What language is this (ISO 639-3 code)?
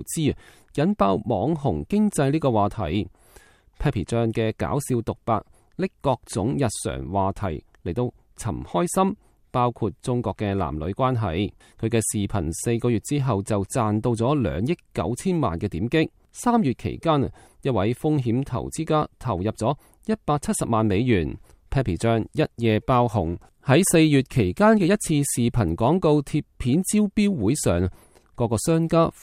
yue